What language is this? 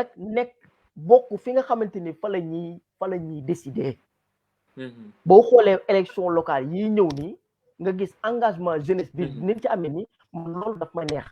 Wolof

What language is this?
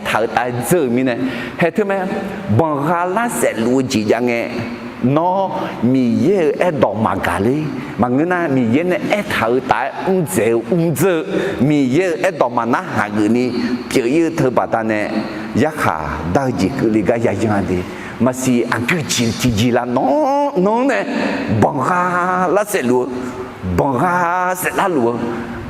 Akha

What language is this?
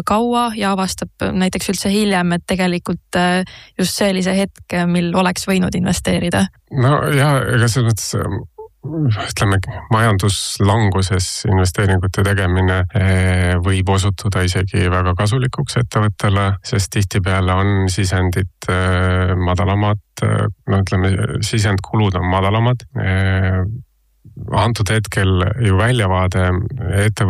Estonian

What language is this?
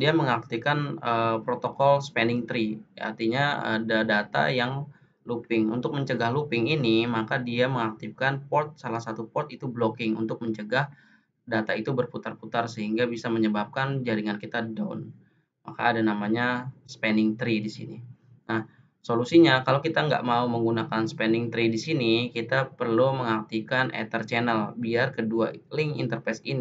Indonesian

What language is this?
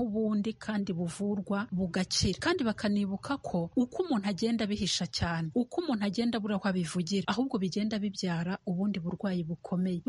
Kinyarwanda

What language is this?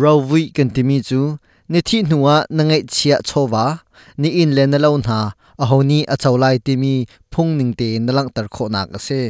Hakha Chin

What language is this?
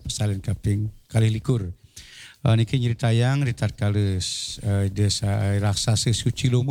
Balinese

